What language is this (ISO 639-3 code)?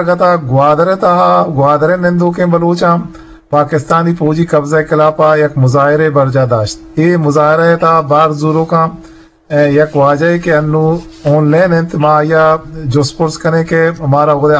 bgp